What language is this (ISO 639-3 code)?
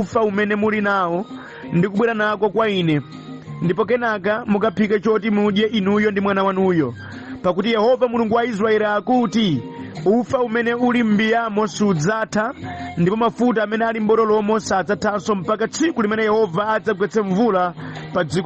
nya